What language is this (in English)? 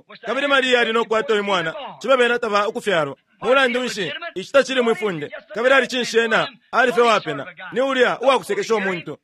Bemba